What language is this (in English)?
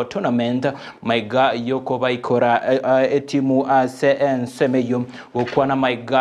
Gusii